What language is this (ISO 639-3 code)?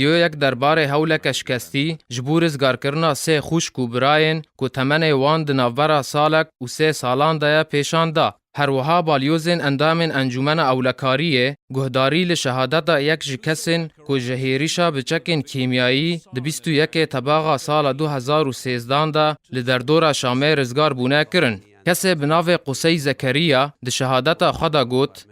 kur